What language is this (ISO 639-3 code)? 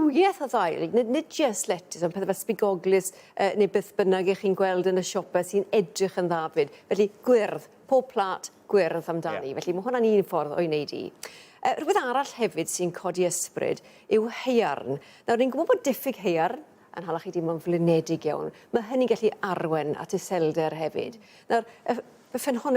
cym